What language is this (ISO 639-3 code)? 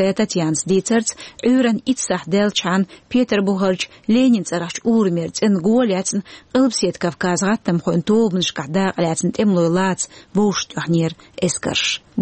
che